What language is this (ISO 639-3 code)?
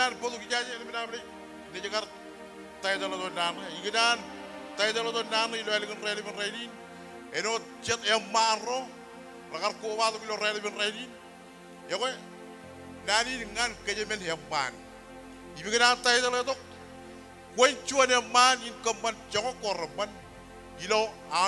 mah